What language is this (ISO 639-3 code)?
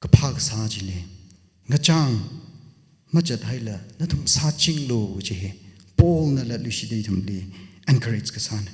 nmf